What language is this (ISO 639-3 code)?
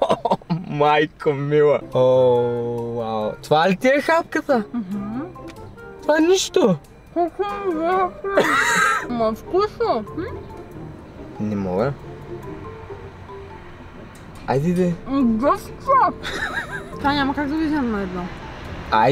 bul